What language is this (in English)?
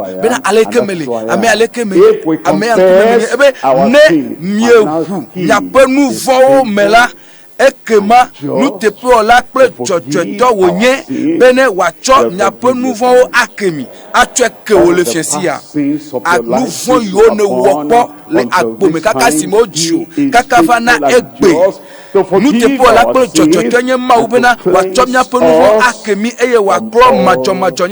Ewe